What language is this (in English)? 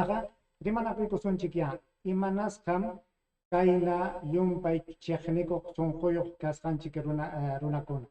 Ayacucho Quechua